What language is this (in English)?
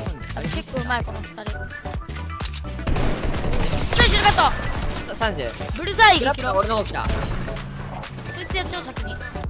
Japanese